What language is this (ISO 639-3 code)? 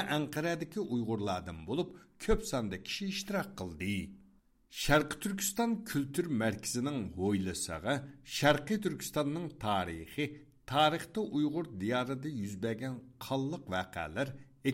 uig